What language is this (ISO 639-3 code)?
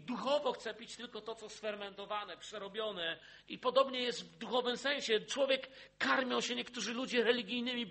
pol